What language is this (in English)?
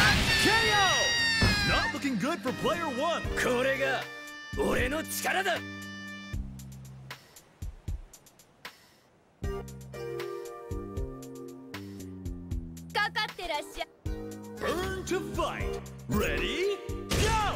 Japanese